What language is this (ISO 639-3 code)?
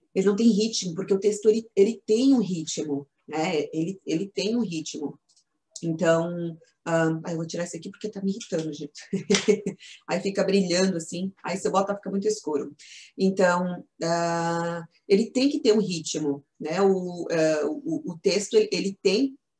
por